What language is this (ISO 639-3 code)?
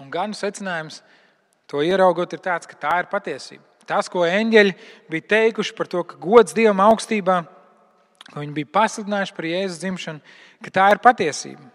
lav